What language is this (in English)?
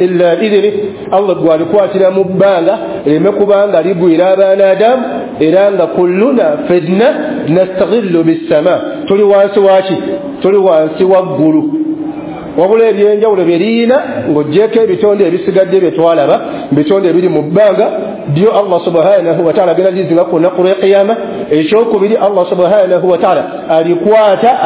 Ganda